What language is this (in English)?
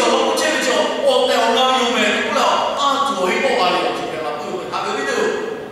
Lahu